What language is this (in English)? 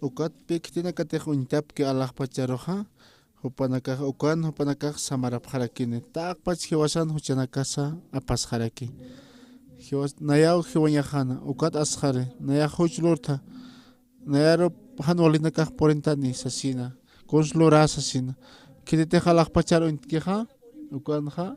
Aymara